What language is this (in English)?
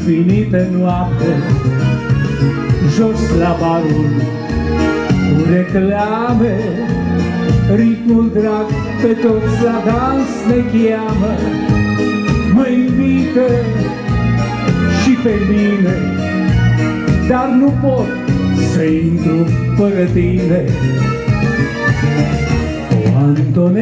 Romanian